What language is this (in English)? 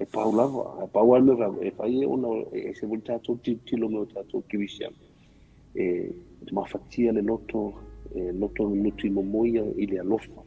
Samoan